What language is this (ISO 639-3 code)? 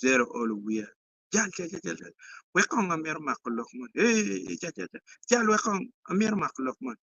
ach